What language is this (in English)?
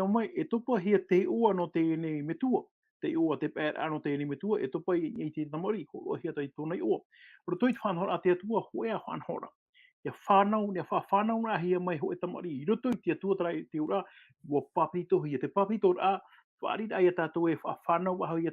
Tahitian